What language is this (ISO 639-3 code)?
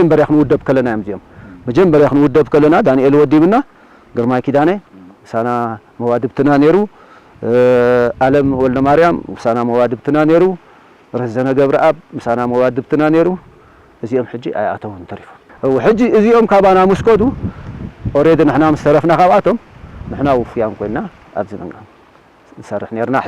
tir